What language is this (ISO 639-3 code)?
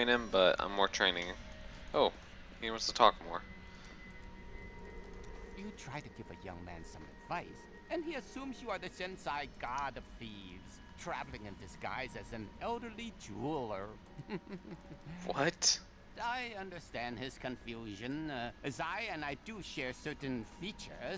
eng